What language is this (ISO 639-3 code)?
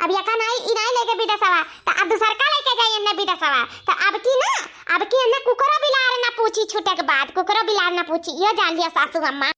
awa